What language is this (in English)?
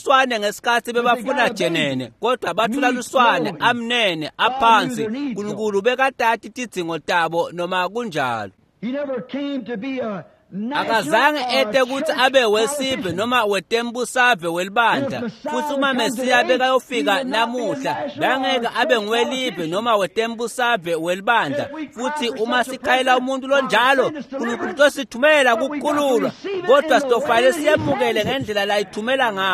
Swati